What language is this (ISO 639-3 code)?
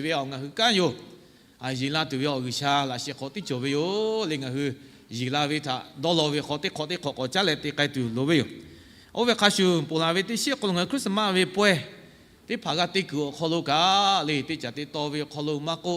lhu